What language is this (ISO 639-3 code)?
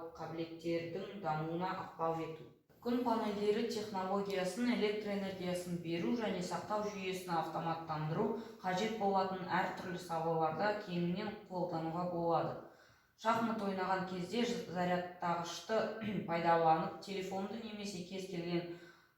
kaz